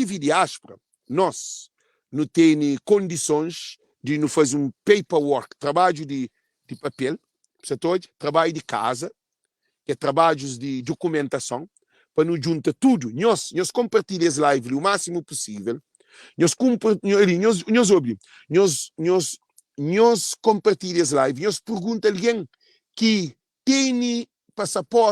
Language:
Kabuverdianu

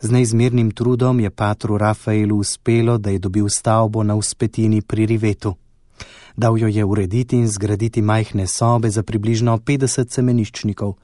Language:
Slovenian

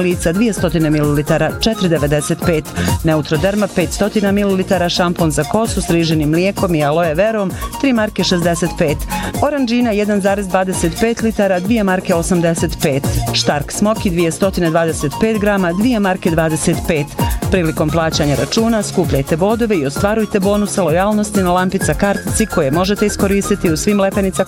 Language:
Bosnian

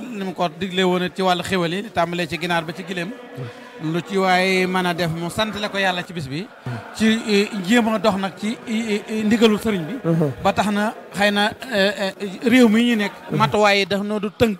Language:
Wolof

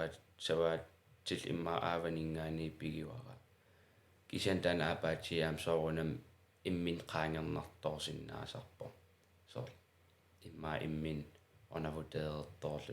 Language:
Kalaallisut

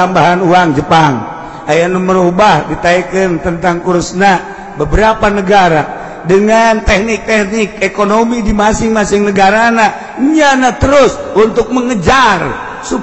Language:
Sundanese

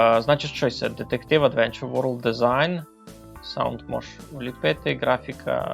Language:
Rusyn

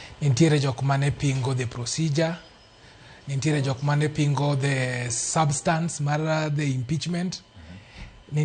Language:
Luo (Kenya and Tanzania)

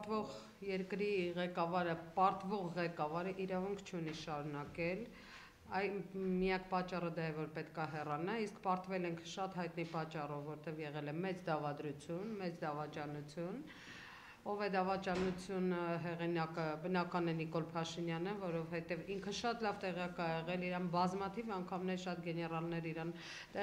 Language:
Armenian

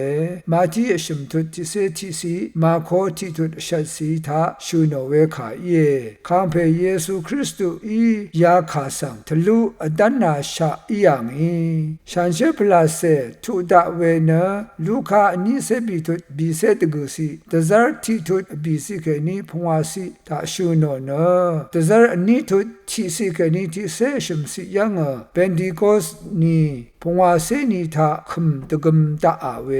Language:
Rawang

